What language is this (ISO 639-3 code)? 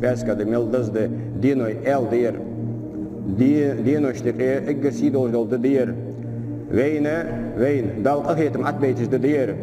inh